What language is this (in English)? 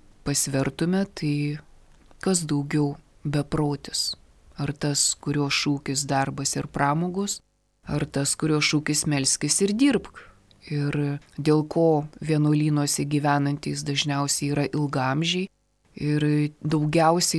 Lithuanian